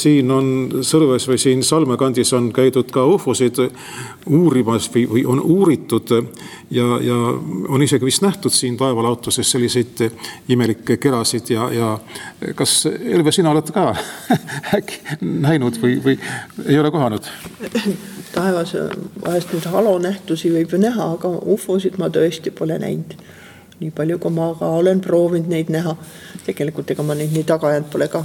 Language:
Estonian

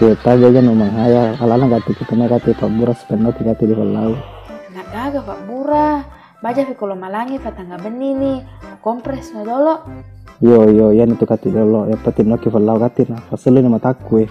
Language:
Buginese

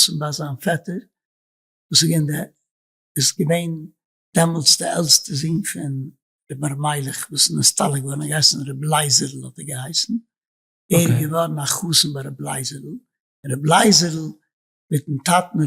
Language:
Yiddish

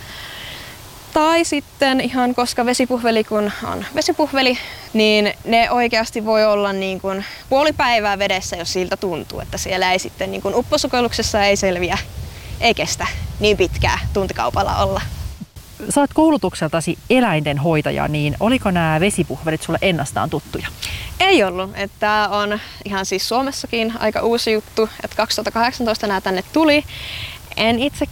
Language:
Finnish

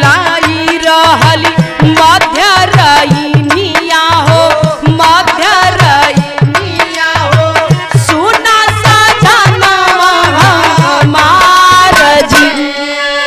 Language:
Bhojpuri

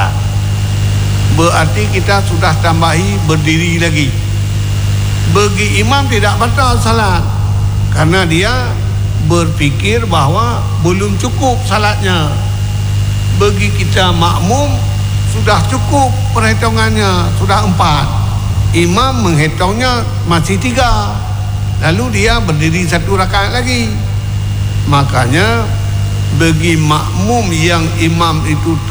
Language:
Malay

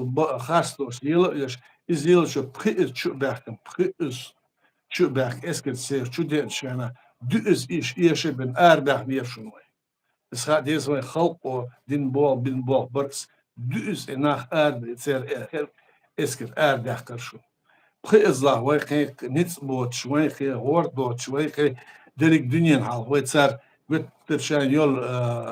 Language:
Chechen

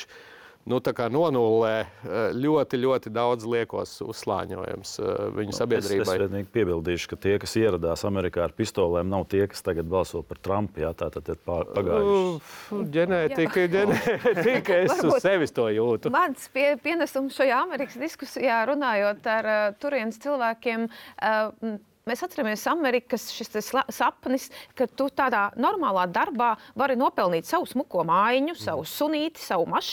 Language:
Latvian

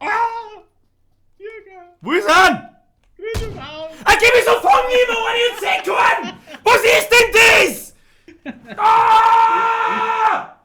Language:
Bavarian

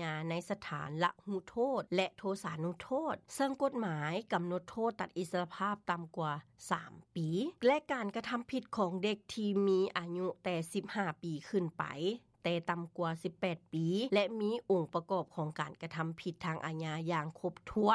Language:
Lao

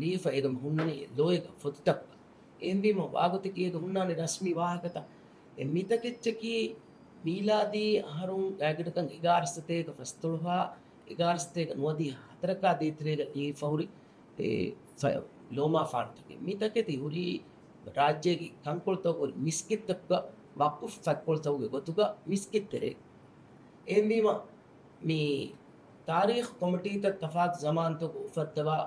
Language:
Divehi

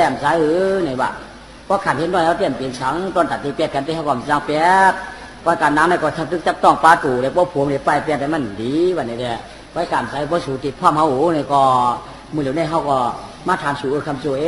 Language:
Shan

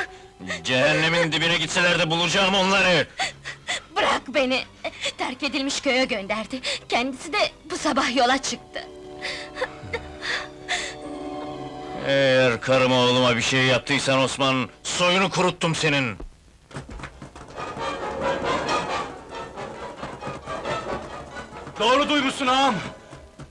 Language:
Turkish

